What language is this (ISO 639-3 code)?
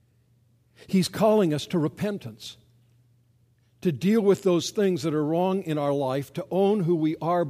eng